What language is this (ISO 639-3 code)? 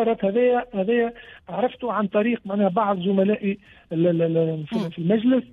aeb